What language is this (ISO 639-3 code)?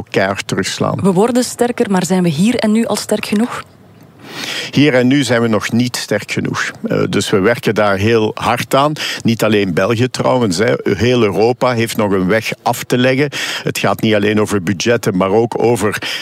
nld